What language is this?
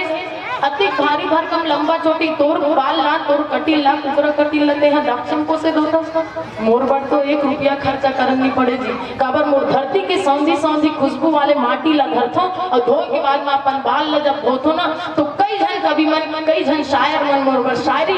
Chhattisgarhi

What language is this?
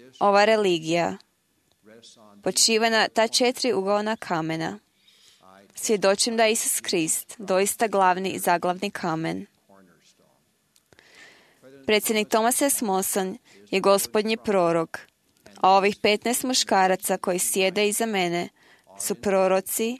Croatian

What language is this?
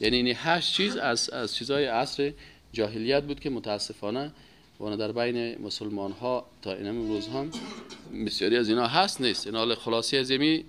Persian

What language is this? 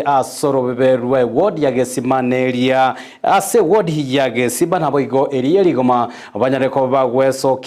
Gusii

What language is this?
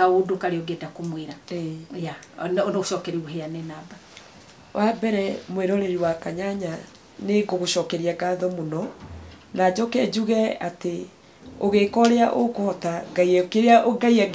Kikuyu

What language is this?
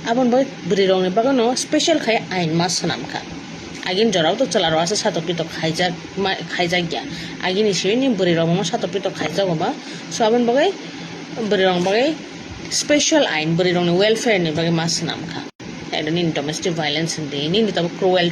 Kok Borok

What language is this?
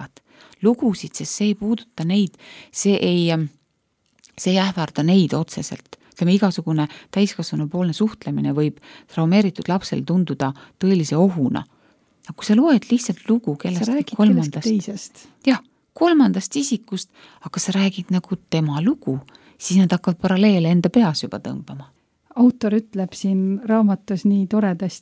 Estonian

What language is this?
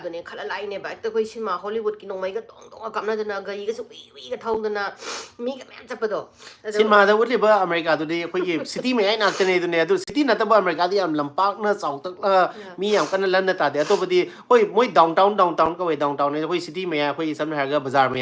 Manipuri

